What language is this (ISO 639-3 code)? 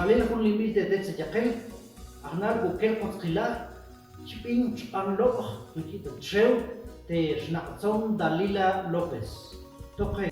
ttc